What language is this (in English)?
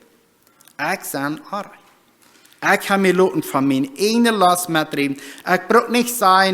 Plautdietsch